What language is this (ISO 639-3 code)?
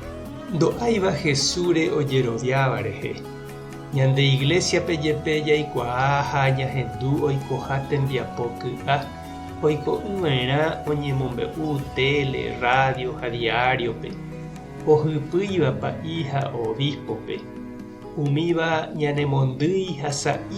grn